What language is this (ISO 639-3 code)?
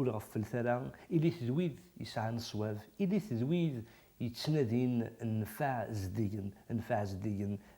kab